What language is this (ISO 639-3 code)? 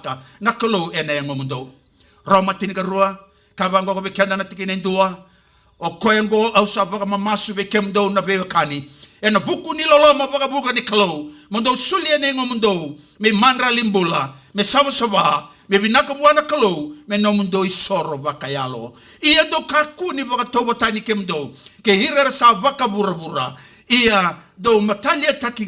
fij